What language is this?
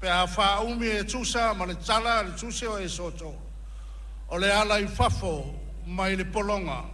Samoan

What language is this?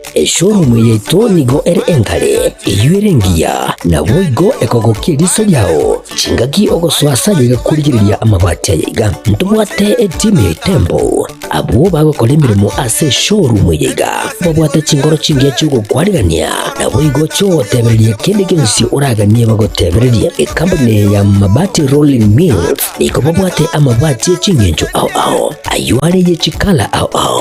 Gusii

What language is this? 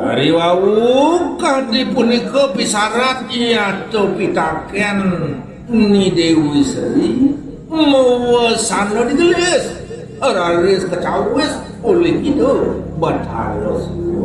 Balinese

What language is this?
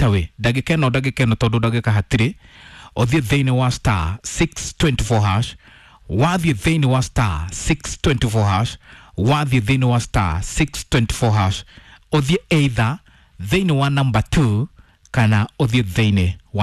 Kikuyu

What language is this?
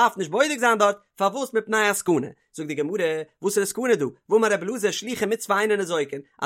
Yiddish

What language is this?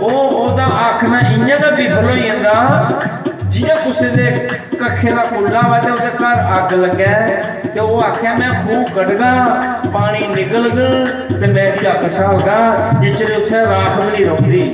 Dogri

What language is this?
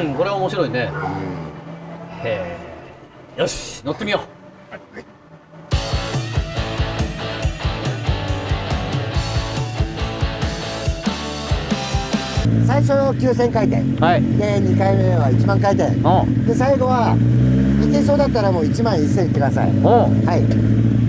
Japanese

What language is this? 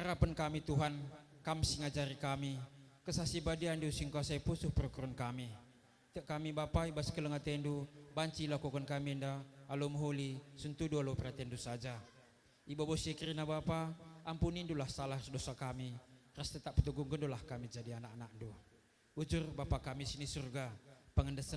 Batak Karo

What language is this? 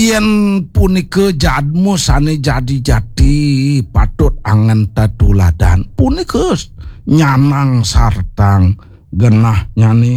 Balinese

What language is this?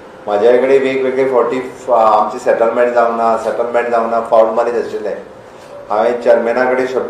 Konkani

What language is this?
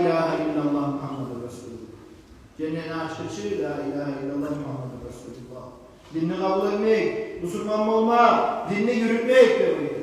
Kumyk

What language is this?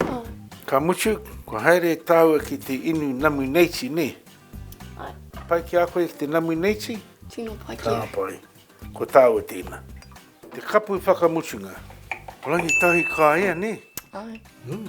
Māori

